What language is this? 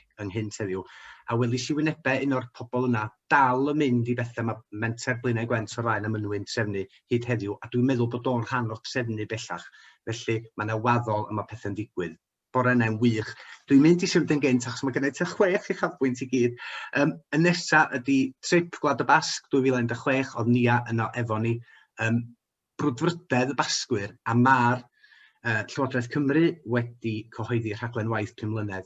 Welsh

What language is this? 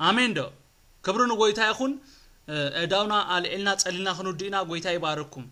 Tigrinya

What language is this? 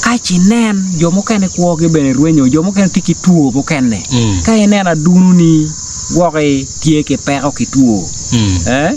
Acoli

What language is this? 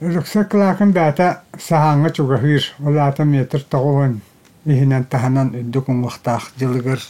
Yakut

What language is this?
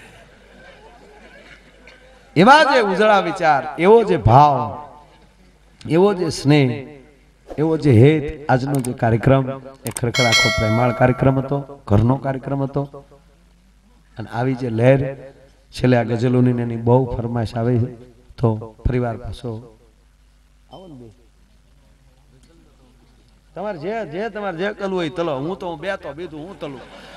Gujarati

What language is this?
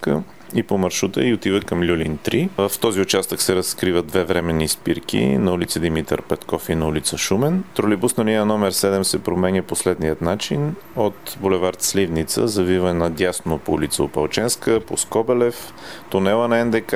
Bulgarian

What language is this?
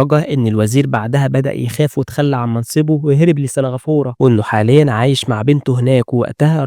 Egyptian Arabic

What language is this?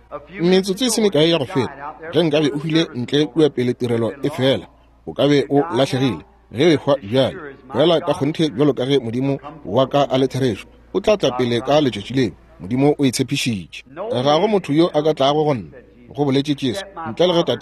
Northern Sotho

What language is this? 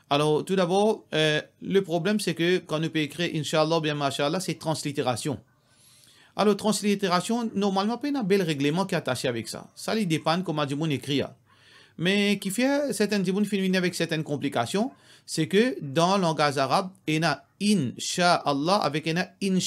Morisyen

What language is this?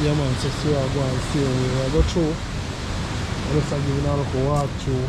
Jamaican Creole English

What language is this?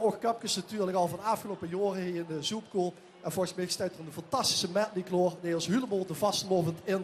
Limburgish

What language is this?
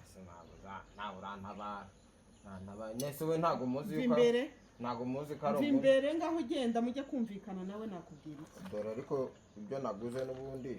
Kinyarwanda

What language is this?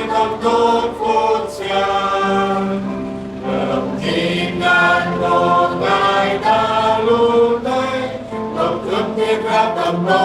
Central Mnong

